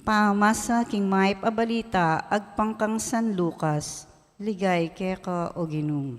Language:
Pampanga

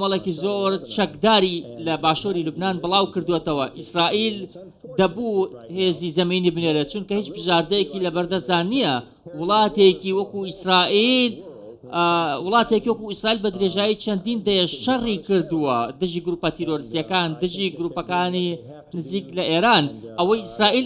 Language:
Central Kurdish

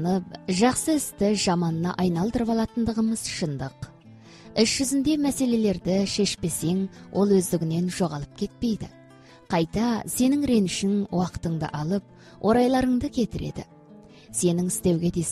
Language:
Kazakh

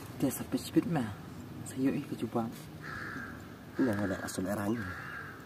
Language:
Khasi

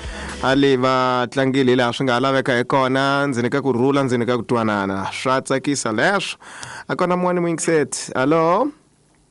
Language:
Tsonga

